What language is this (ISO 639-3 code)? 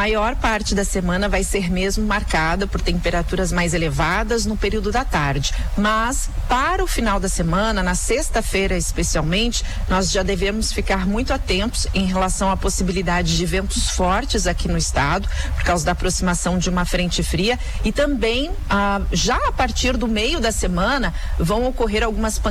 por